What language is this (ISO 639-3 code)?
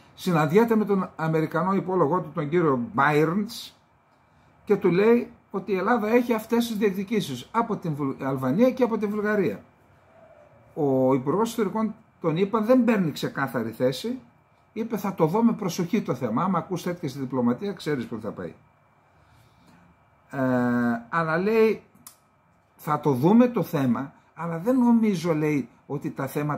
ell